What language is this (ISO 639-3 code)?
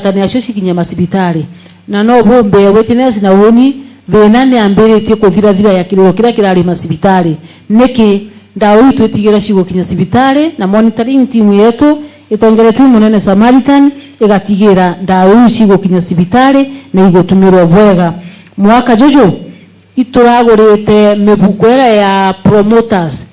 mer